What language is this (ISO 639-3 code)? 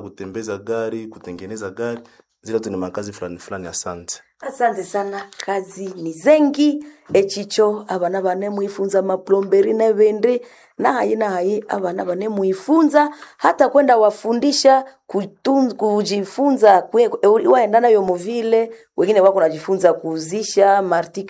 swa